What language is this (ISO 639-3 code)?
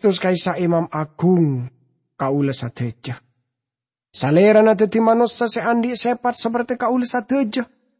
mad